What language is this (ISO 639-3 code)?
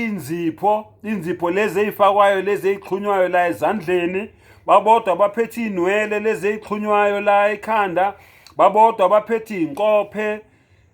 zul